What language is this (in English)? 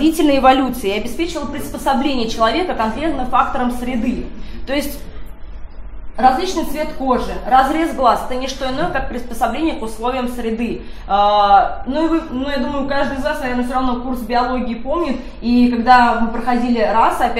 Russian